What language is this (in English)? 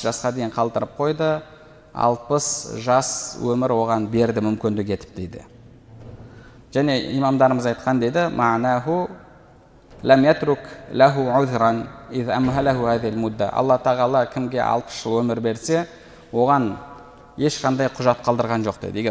Kazakh